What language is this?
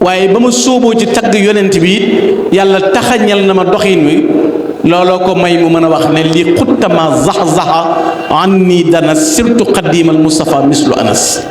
Wolof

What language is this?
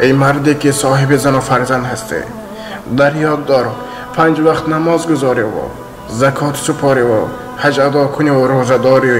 Tajik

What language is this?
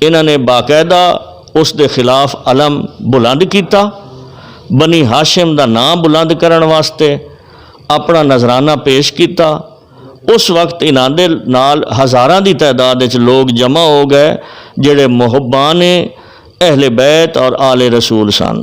Western Panjabi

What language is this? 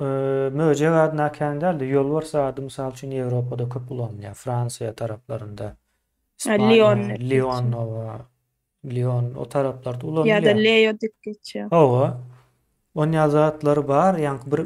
Turkmen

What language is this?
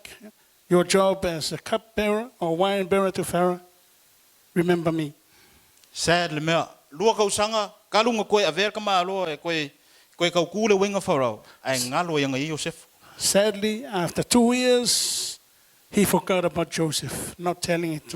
Samoan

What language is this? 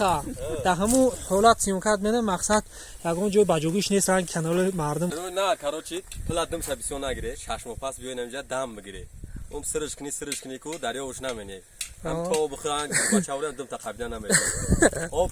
Tajik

